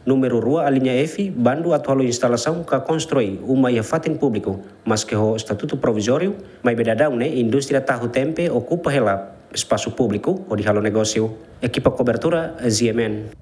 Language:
Tetum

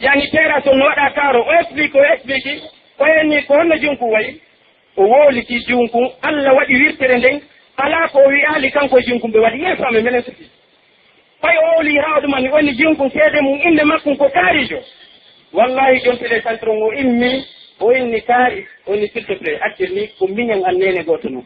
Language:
Pular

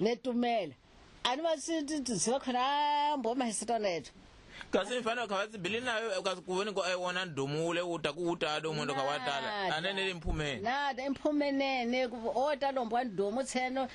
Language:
Tsonga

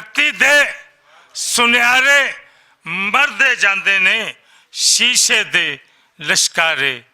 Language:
Western Panjabi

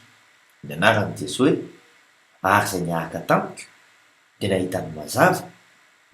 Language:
Malagasy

